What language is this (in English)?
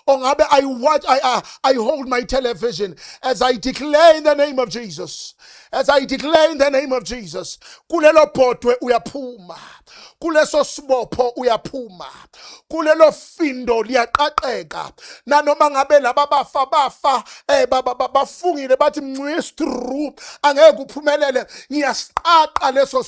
Zulu